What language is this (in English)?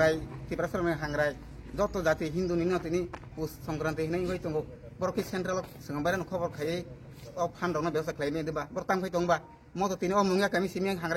Kok Borok